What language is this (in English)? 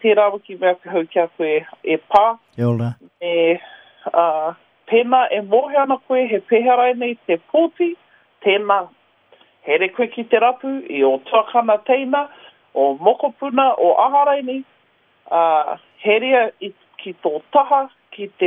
Māori